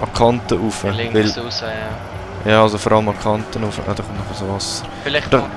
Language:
Swiss German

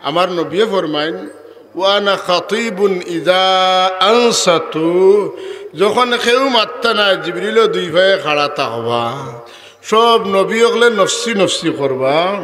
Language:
Sylheti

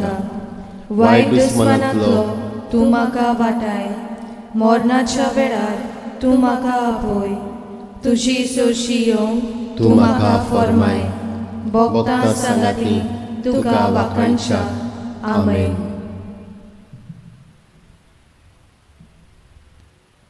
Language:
Konkani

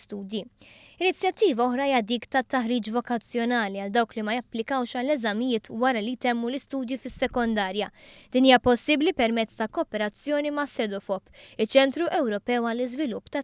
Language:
Maltese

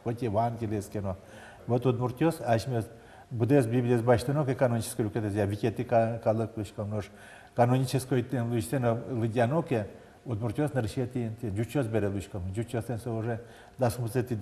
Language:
Udmurt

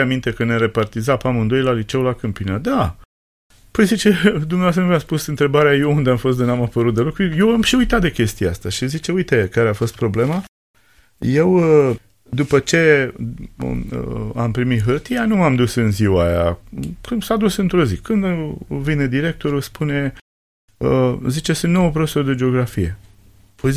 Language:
Romanian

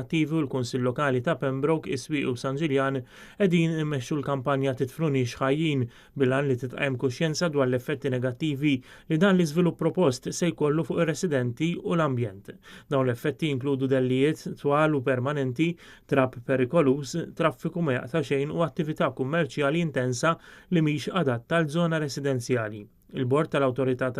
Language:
Maltese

